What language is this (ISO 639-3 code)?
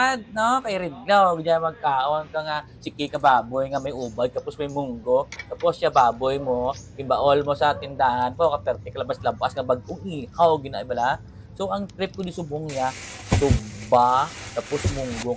hil